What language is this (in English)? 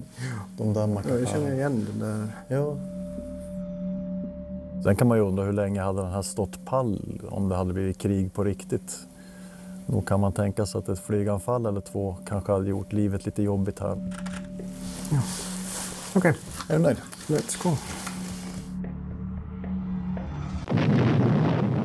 Swedish